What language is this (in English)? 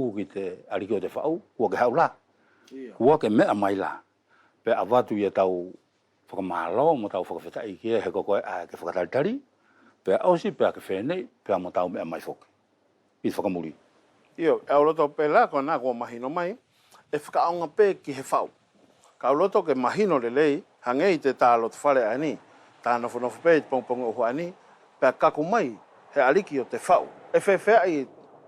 Wallisian